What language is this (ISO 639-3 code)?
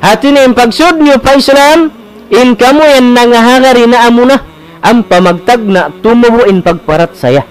tsg